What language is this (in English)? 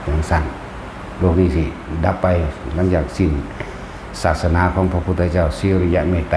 Lao